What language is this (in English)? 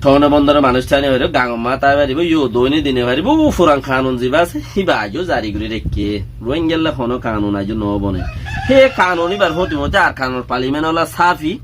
Rohingya